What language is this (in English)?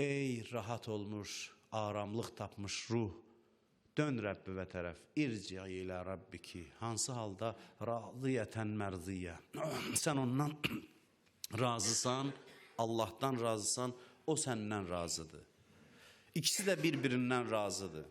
Azerbaijani